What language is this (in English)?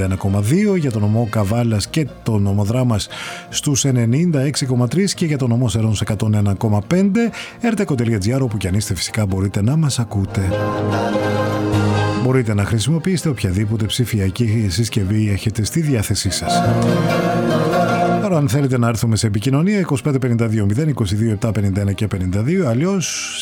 Greek